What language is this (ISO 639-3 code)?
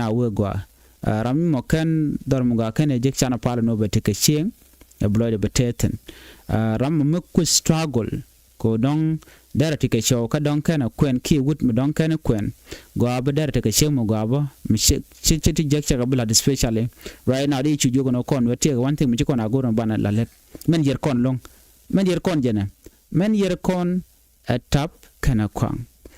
nus